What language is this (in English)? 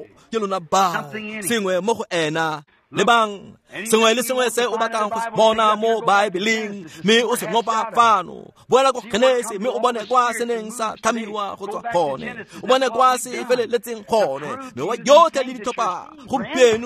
Tswana